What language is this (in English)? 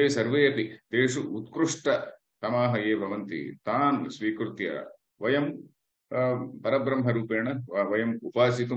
Sanskrit